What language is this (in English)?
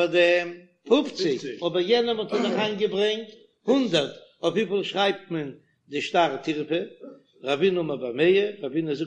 Yiddish